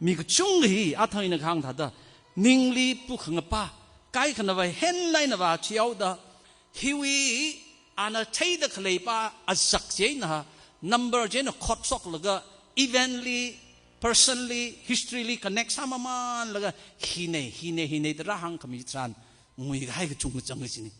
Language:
Tangkhul Naga (India)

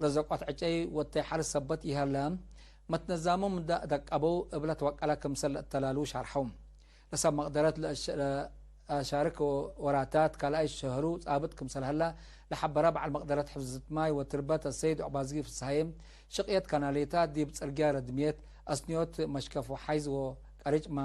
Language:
Tigre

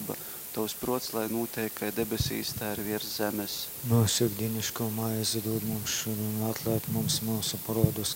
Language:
Latgalian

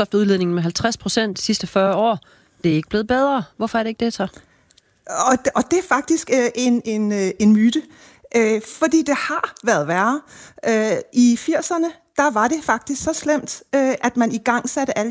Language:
Danish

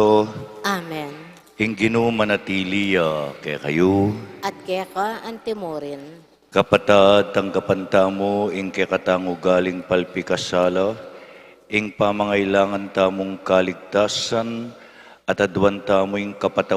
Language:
Pampanga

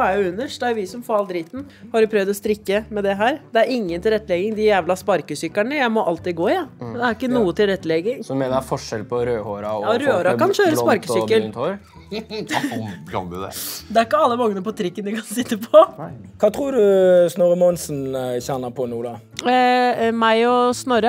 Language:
Norwegian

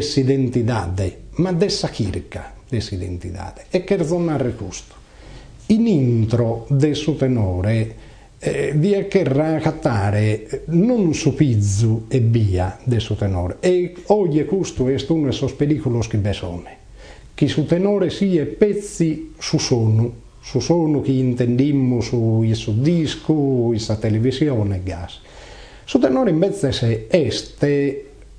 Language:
Sardinian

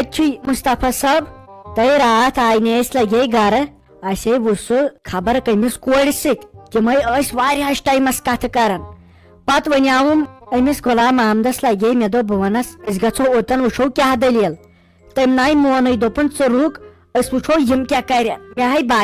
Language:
Kashmiri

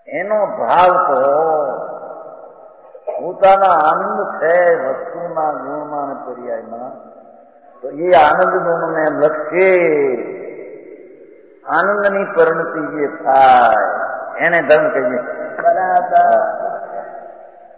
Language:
Gujarati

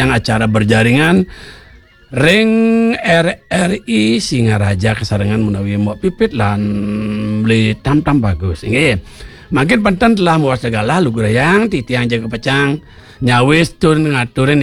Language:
Balinese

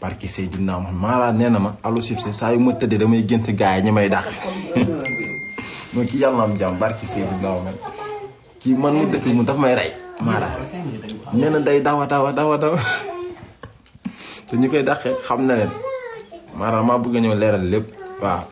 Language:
Wolof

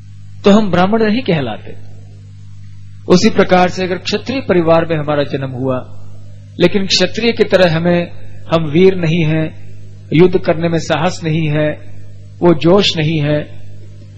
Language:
Hindi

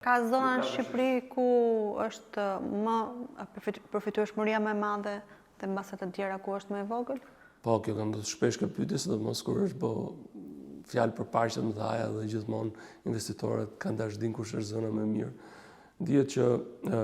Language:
Albanian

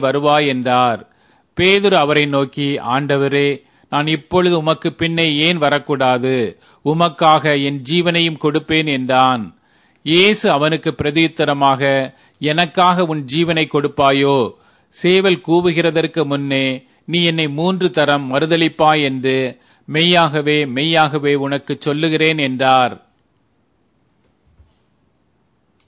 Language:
Tamil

